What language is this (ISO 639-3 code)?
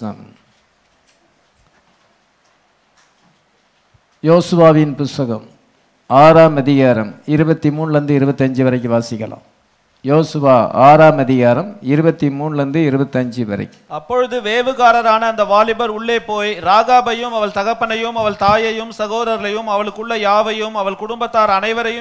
tam